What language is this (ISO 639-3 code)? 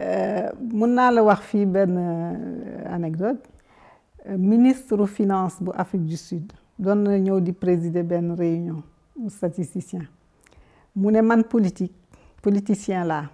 wol